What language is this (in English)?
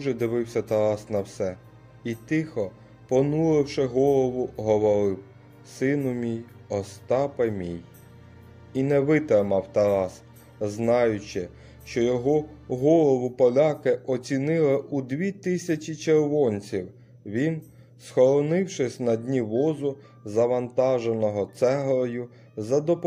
Ukrainian